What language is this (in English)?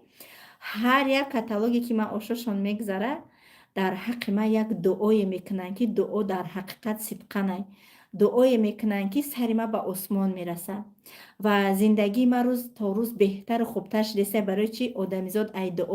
Tajik